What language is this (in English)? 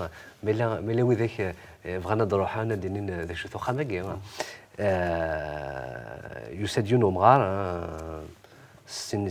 Kabyle